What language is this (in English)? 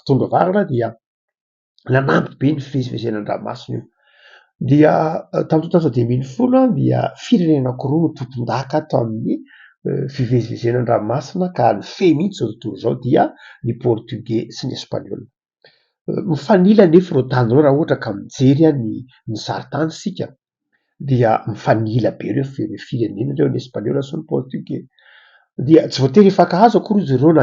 Malagasy